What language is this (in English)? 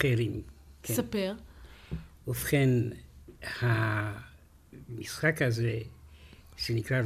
Hebrew